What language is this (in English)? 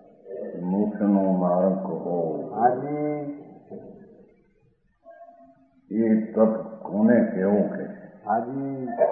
Gujarati